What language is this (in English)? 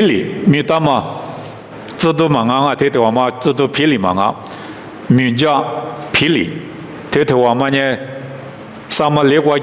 Lisu